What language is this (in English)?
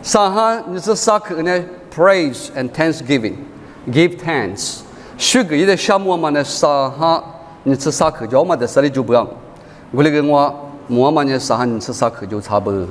Lisu